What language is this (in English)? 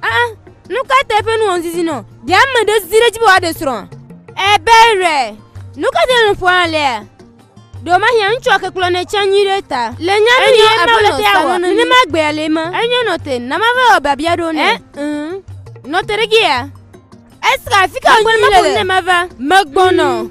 Gen